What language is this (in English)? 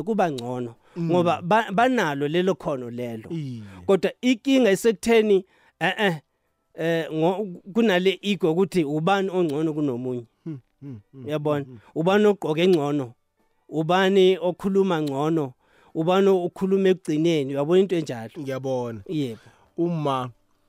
South Ndebele